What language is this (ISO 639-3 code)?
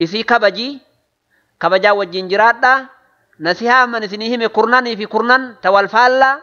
orm